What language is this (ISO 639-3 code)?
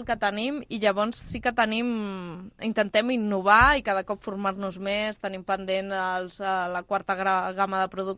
cat